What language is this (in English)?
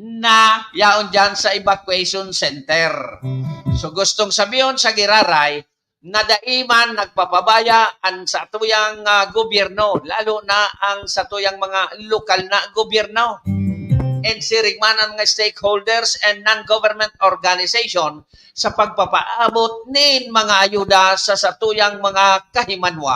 Bikol